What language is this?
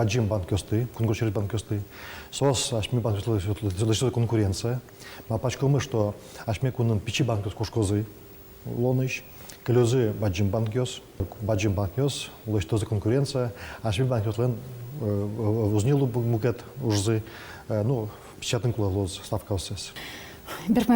Udmurt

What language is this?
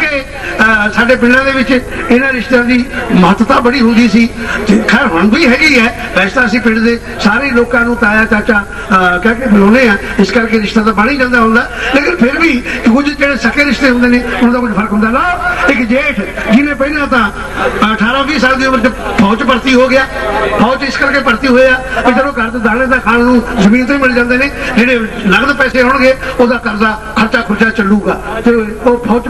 Punjabi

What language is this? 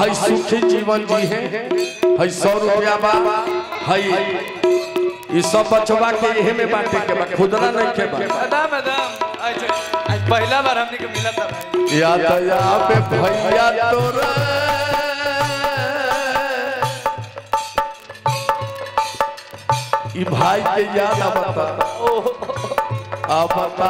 Bhojpuri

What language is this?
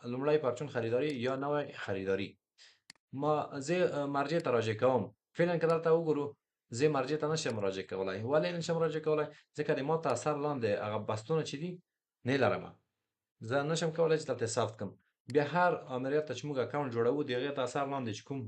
Pashto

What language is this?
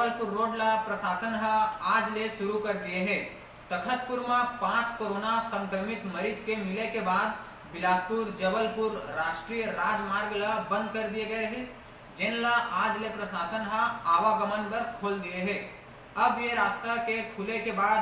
Chhattisgarhi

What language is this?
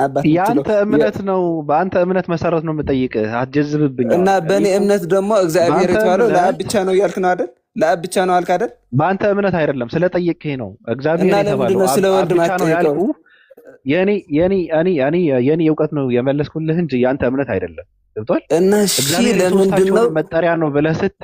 Amharic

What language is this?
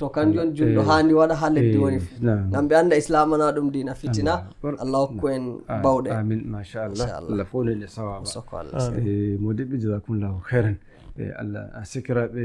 Nigerian Fulfulde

